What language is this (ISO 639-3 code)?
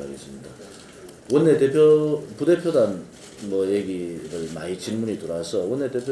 kor